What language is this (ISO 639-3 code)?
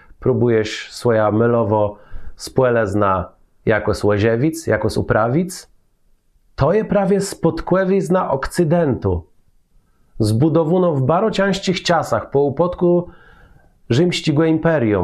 csb